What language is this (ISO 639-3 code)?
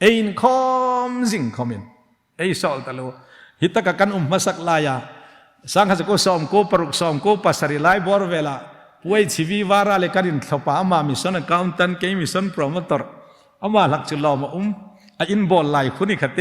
hmr